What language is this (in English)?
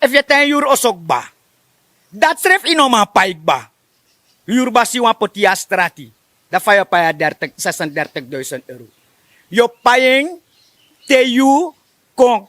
Sranan Tongo